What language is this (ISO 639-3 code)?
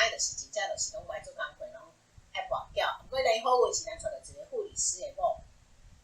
nan